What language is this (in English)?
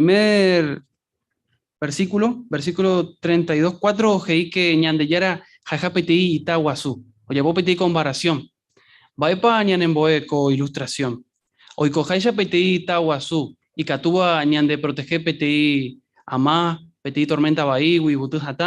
Guarani